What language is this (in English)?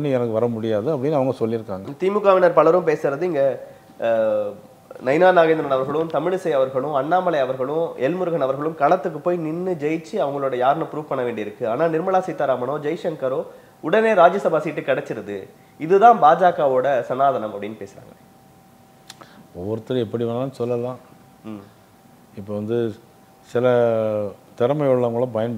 Tamil